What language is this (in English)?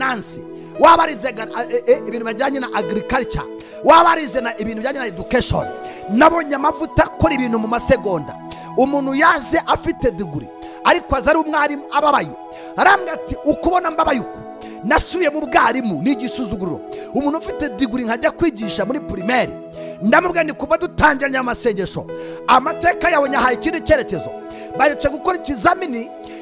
Kinyarwanda